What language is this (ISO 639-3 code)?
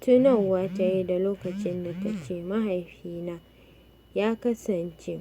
hau